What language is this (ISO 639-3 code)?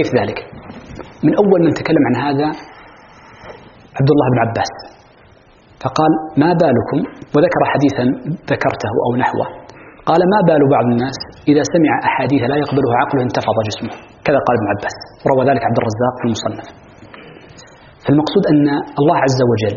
ara